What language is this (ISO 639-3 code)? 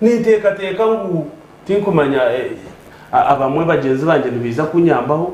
nyn